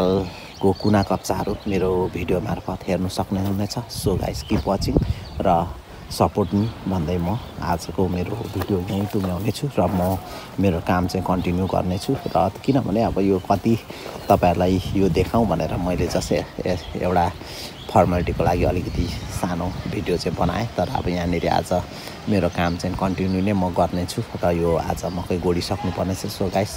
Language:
Nepali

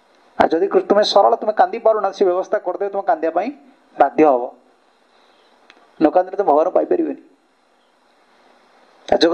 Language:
Odia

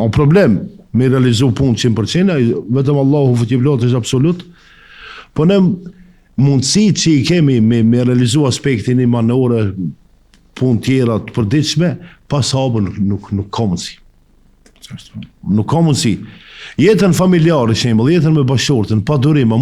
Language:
Albanian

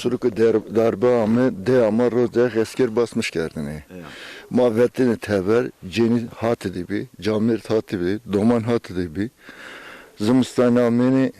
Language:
Zaza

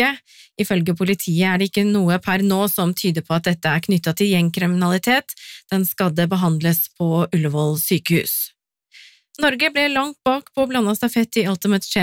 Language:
Norwegian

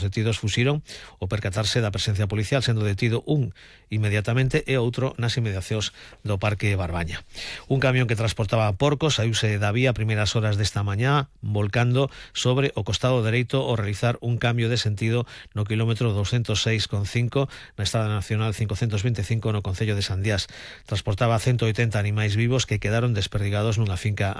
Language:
Galician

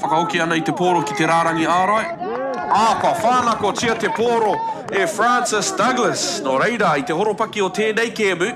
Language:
Māori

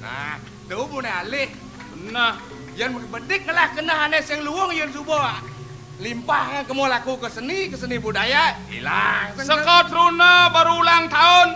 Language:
Balinese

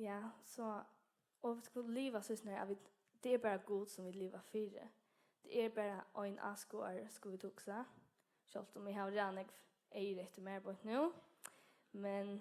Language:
Faroese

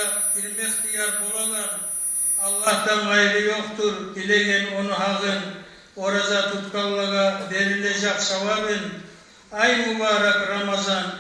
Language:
Kumyk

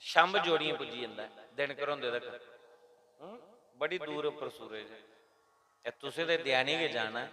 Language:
Dogri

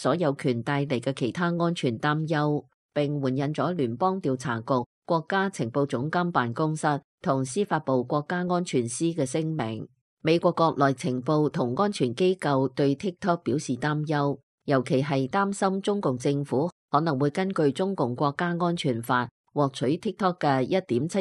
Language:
Cantonese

